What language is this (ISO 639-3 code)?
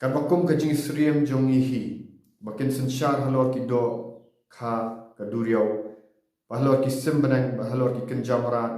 kha